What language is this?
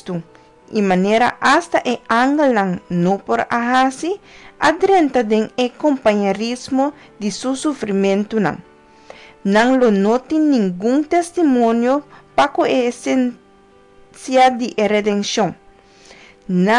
Papiamento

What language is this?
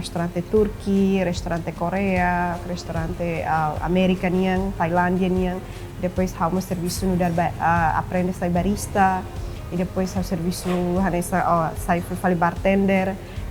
Tetum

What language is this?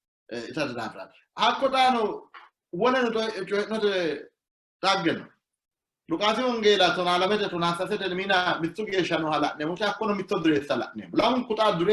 Sidamo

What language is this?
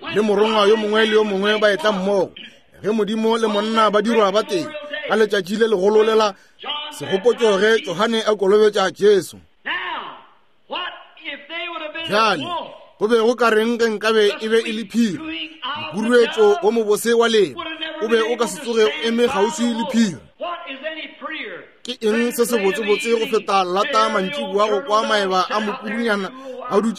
Northern Sotho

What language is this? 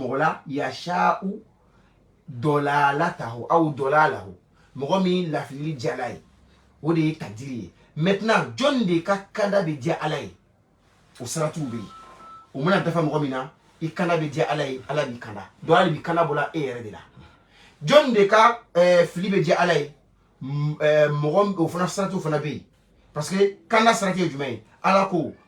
Bambara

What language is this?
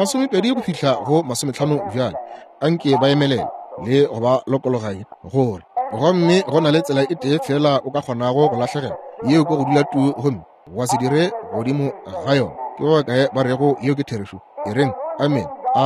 Northern Sotho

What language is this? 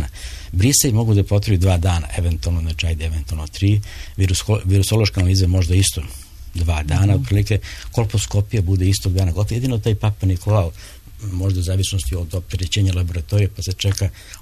Serbian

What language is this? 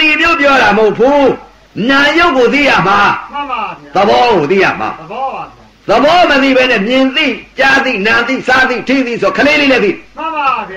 Burmese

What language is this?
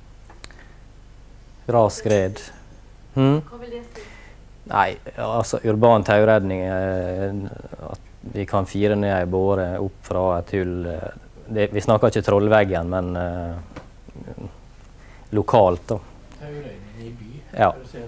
Norwegian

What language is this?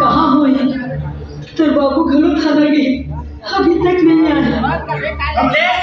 Chhattisgarhi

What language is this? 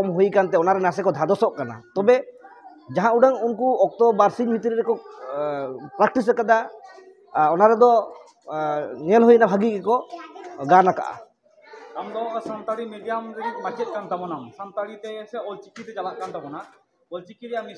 Santali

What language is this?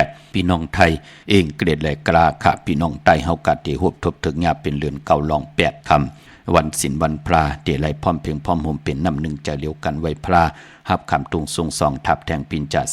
Shan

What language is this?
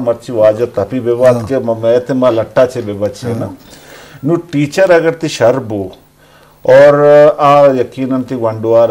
Eastern Balochi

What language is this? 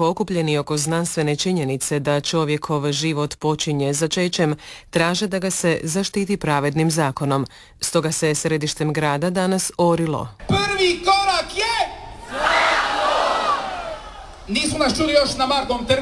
Croatian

